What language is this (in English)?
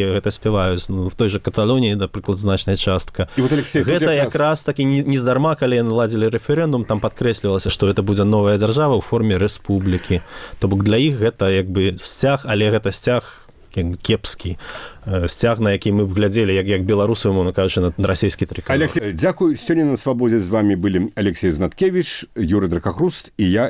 Belarusian